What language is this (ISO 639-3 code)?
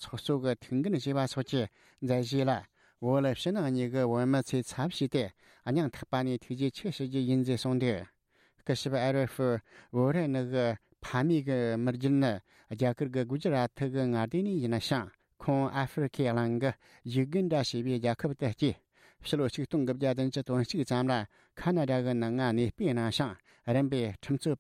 bod